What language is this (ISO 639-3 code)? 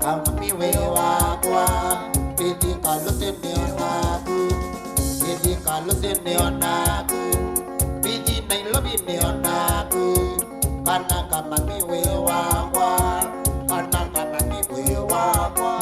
kam